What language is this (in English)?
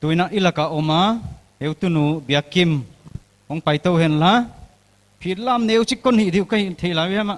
Paite Chin